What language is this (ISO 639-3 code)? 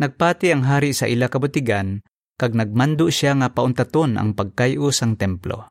hil